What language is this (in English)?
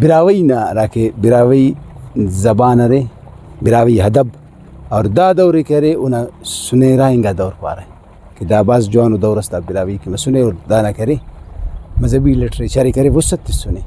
Brahui